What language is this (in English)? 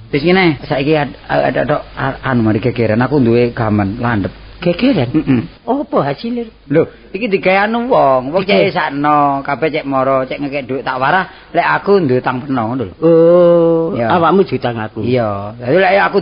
Javanese